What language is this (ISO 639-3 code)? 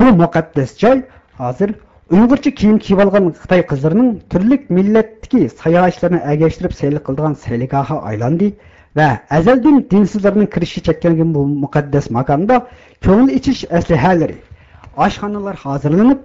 uig